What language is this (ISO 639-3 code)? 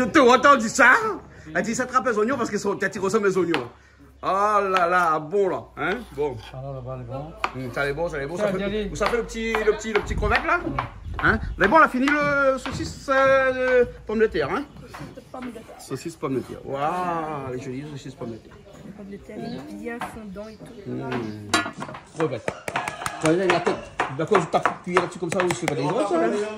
rcf